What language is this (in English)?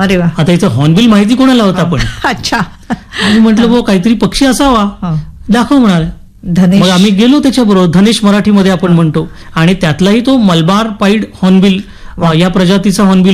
Marathi